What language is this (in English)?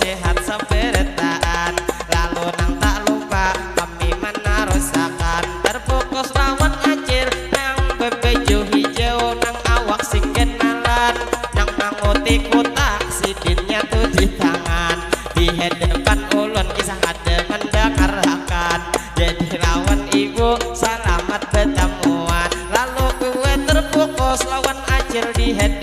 Banjar